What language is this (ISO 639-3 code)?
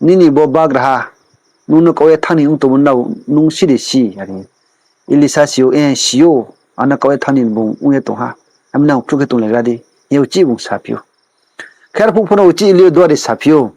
ria